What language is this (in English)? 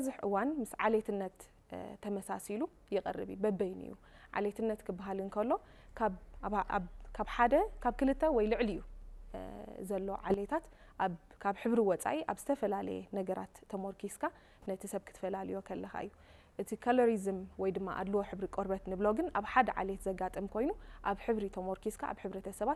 Tigrinya